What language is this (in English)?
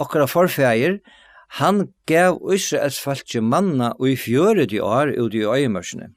Faroese